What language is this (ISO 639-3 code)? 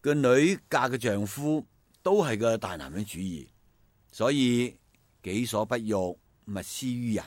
yue